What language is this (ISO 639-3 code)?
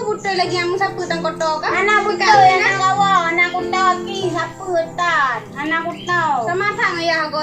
ace